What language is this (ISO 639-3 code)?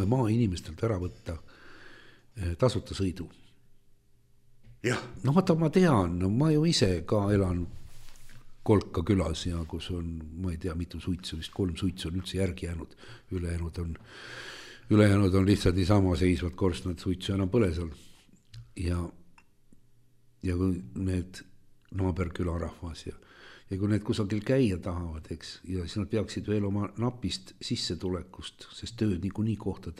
est